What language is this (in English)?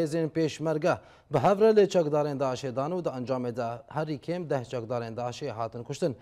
Kurdish